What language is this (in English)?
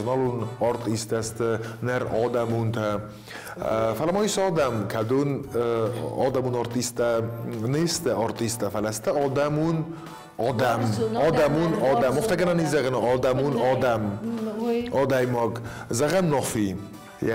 Ossetic